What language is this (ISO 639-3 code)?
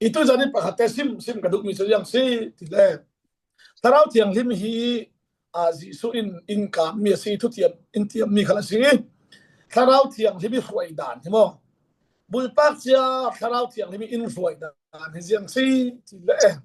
cfm